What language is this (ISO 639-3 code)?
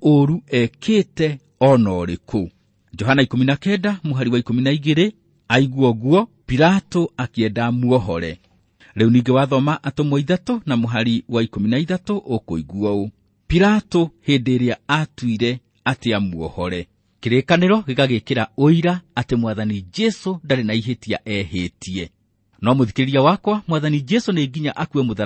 kik